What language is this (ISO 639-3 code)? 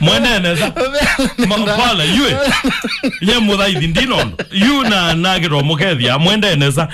kam